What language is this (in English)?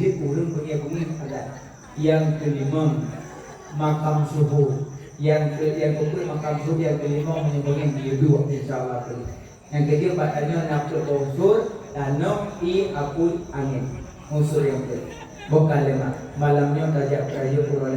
Achinese